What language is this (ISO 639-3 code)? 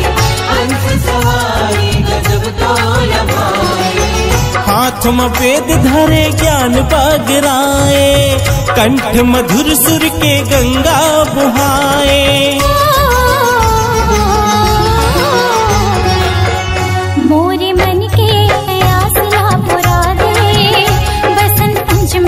hne